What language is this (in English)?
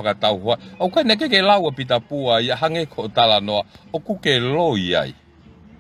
Tongan